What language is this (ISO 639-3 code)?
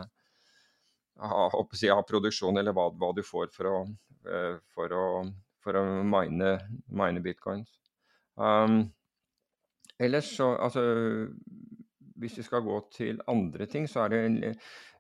nor